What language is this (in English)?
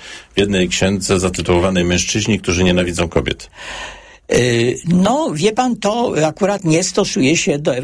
Polish